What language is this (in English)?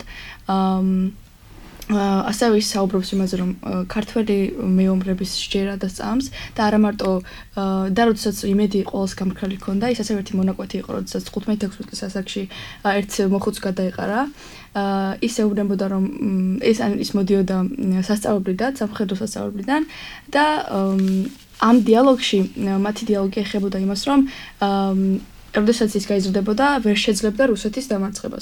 Georgian